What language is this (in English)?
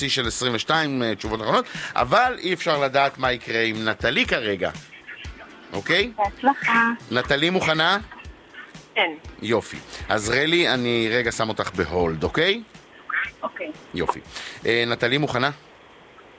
Hebrew